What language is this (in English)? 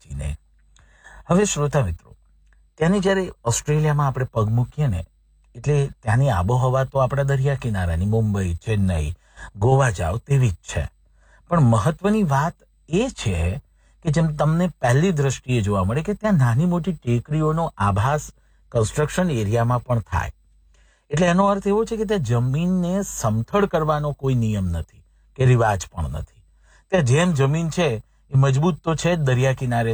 Gujarati